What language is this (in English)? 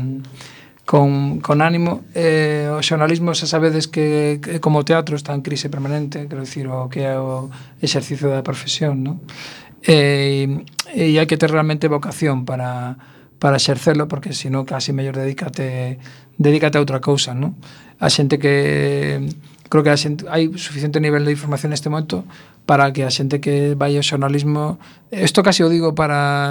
Galician